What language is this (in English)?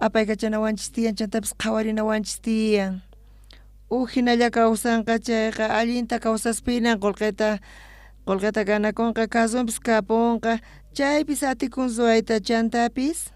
South Bolivian Quechua